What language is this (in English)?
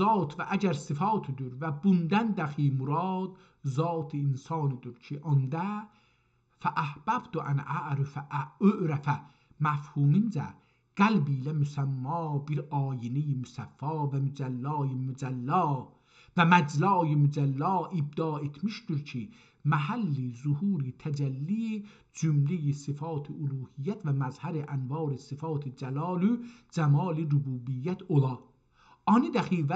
South Azerbaijani